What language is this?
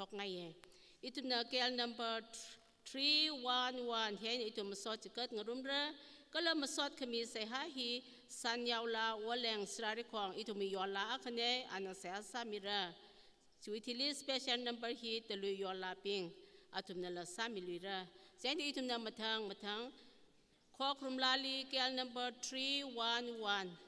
Tangkhul Naga (India)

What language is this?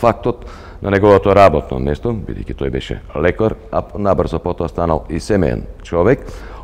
Macedonian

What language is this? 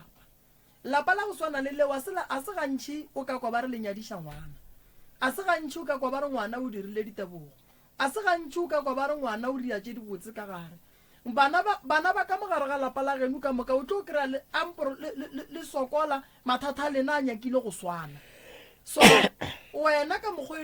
Northern Sotho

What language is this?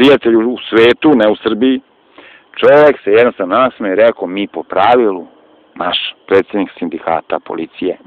Serbian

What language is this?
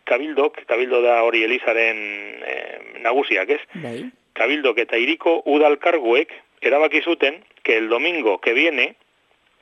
Basque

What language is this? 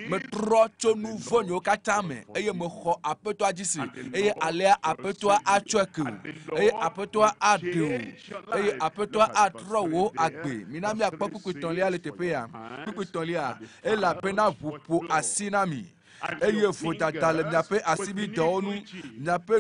Ewe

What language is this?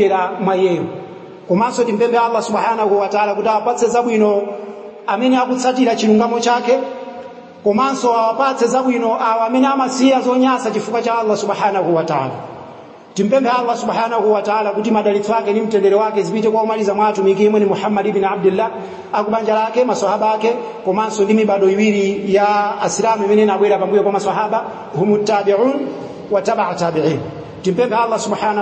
Nyanja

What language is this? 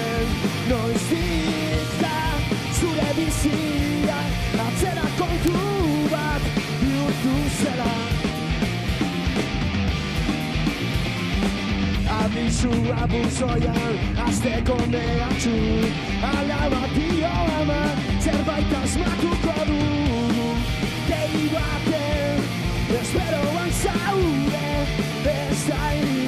Basque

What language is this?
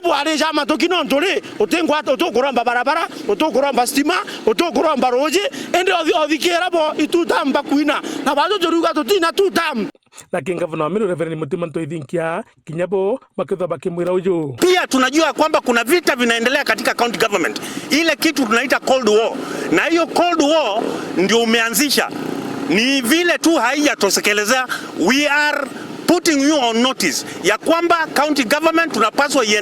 Meru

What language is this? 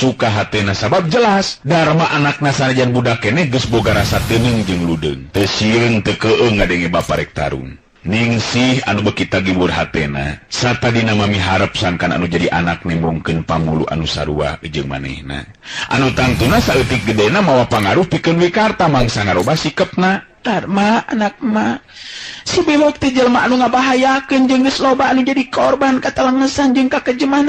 Sundanese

